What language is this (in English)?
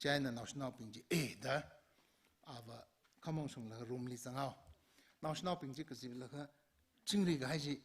Tangkhul Naga (India)